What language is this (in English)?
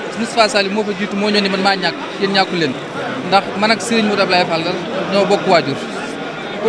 Wolof